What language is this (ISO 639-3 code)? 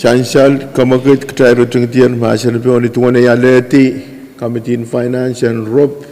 pon